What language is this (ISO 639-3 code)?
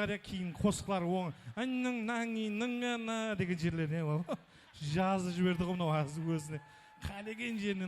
kaa